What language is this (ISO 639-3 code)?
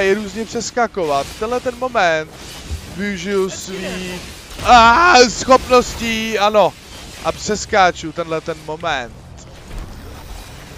ces